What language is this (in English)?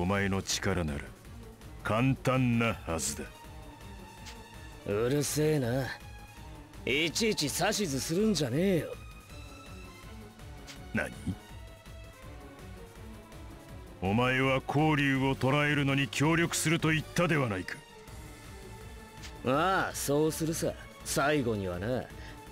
Japanese